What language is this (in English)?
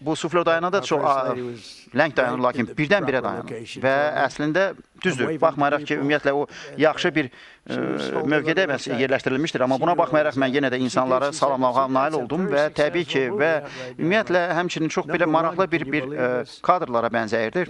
Azerbaijani